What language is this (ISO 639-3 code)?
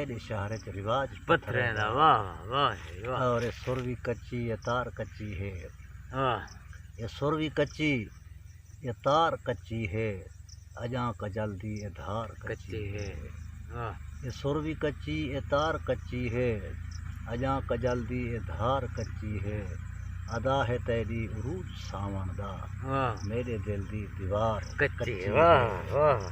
skr